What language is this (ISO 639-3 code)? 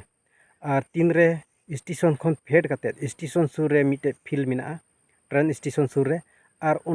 sat